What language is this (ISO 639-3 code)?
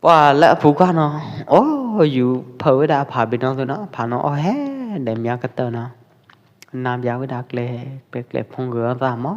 kjp